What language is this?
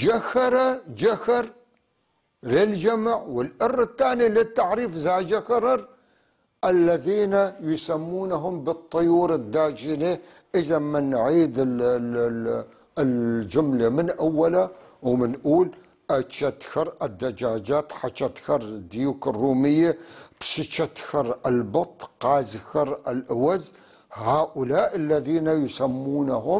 North Levantine Arabic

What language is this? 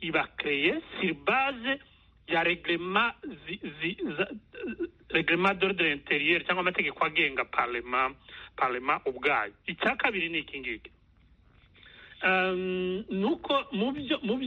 Kinyarwanda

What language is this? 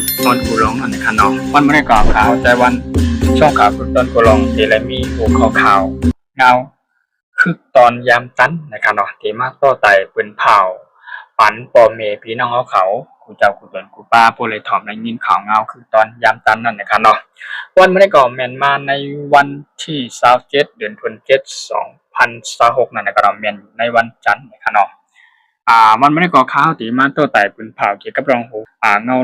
Shan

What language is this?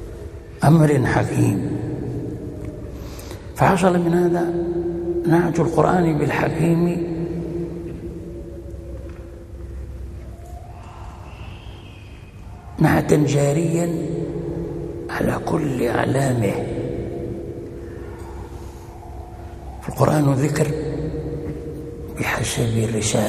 Arabic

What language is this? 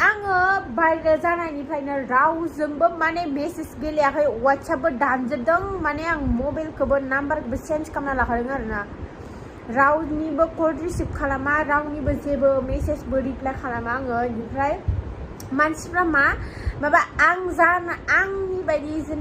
Bodo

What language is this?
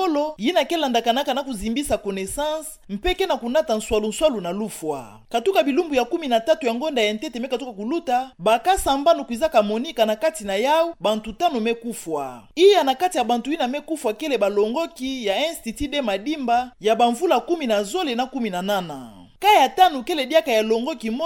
Kituba (Democratic Republic of Congo)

